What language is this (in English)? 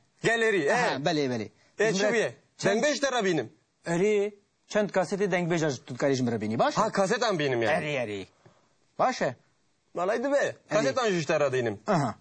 Kurdish